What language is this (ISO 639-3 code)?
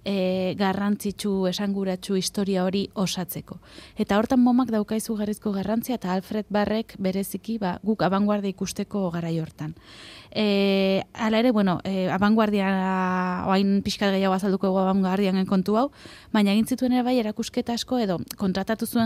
eus